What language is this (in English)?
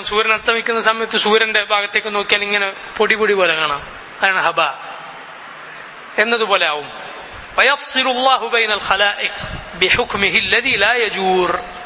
Malayalam